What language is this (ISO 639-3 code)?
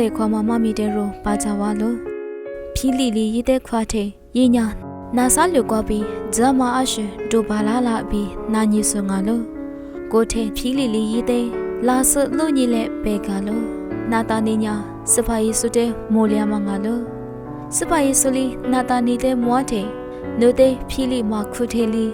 lis